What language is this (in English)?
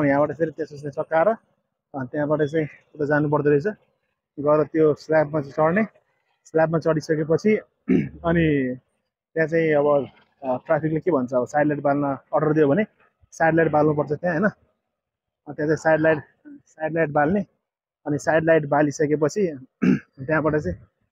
Nepali